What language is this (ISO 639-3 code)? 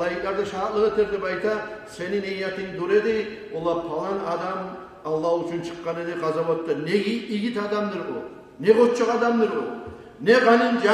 kum